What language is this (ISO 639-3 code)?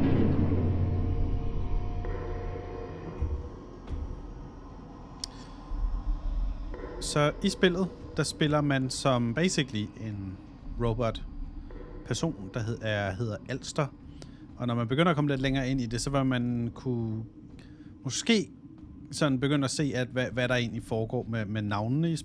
dan